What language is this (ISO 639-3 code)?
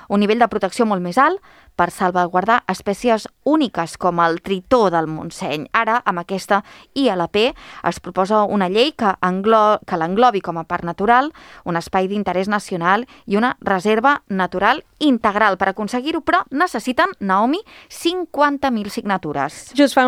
cat